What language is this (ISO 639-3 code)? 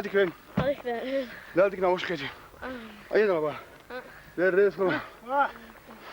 che